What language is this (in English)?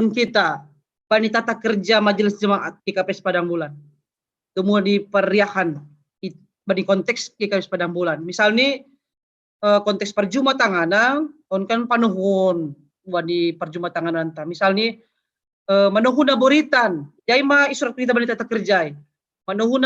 Batak Simalungun